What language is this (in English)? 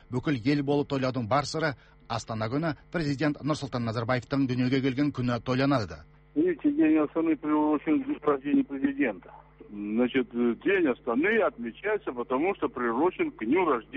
Kazakh